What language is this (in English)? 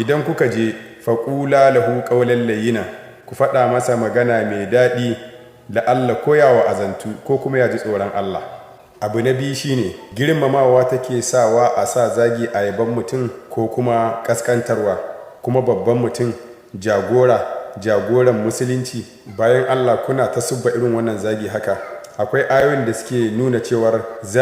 Hausa